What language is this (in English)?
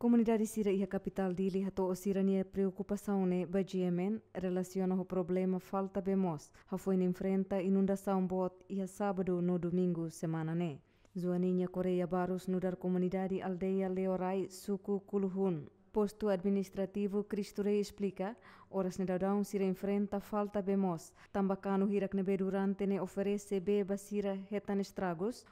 Tetum